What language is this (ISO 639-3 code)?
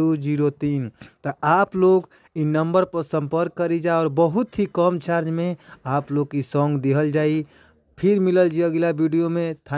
bho